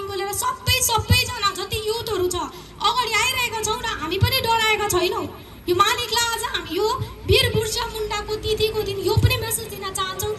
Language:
Nepali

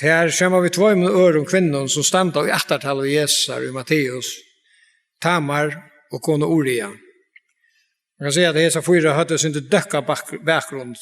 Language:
Faroese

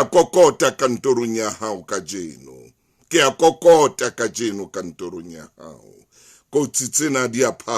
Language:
Southern Sotho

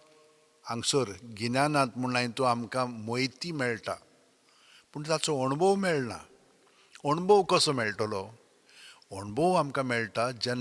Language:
Konkani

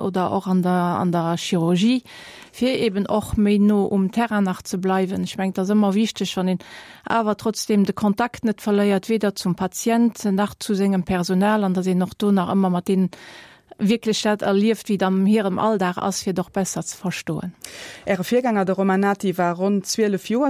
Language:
Luxembourgish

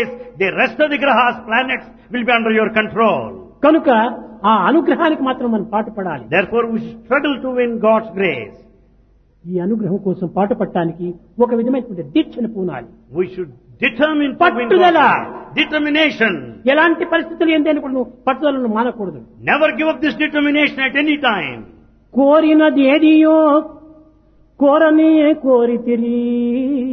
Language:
Telugu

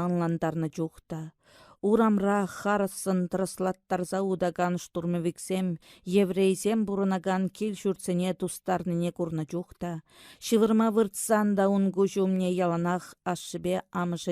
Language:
Chuvash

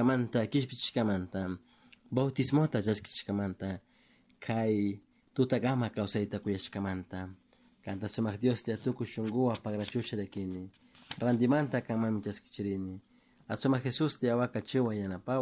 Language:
Chimborazo Highland Quichua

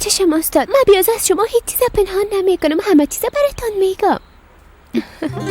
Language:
Persian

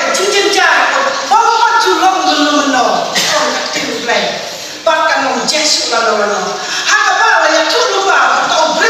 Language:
Khasi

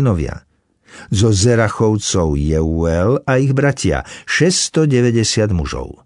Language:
Slovak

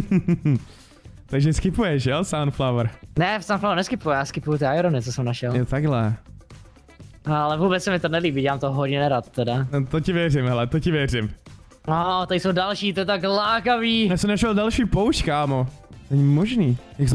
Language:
Czech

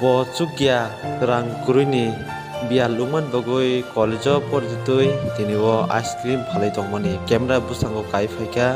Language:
Kok Borok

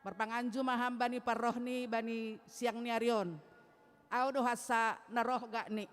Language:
Batak Simalungun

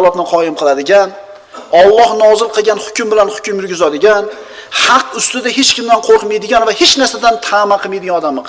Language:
Uzbek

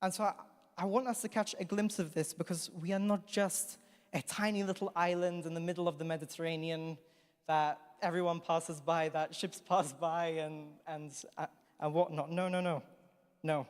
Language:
English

